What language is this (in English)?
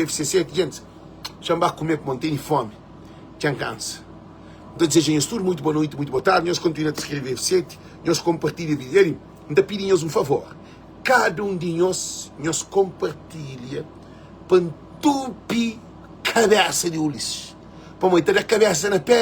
Kabuverdianu